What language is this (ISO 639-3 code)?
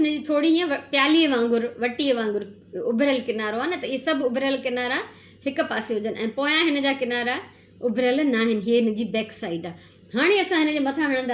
snd